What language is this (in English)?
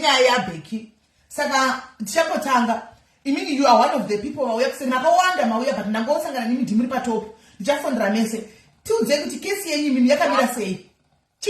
Shona